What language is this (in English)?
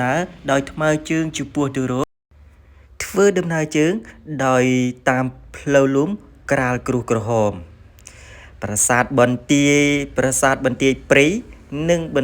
Khmer